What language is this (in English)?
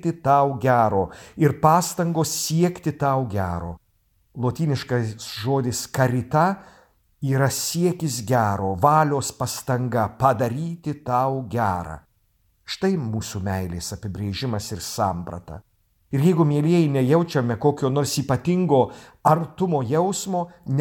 Lithuanian